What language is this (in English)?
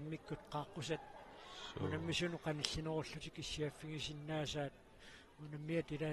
Kalaallisut